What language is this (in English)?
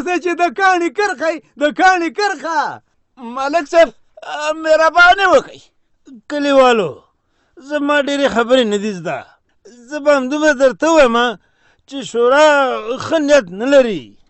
Pashto